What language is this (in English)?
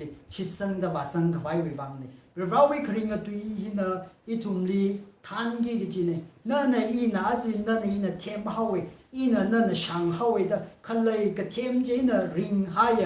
Tangkhul Naga (India)